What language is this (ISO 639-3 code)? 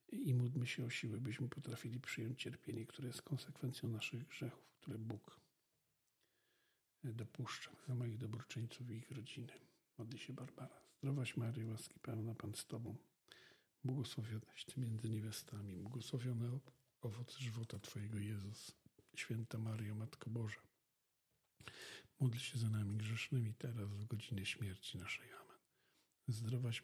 pol